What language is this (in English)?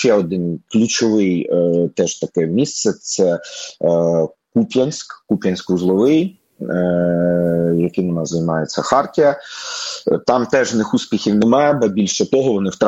Ukrainian